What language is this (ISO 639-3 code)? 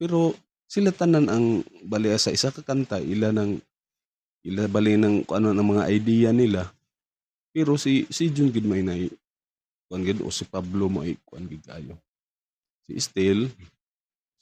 ceb